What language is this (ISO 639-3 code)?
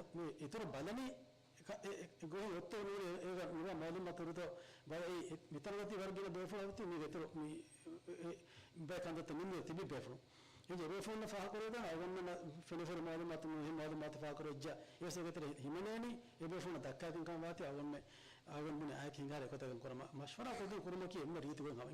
div